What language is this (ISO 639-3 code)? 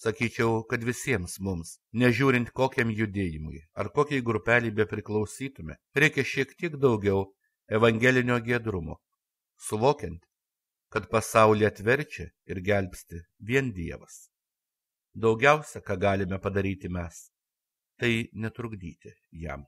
lit